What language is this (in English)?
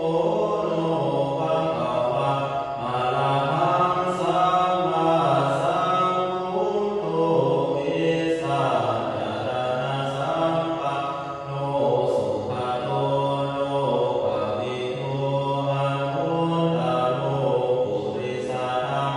Pali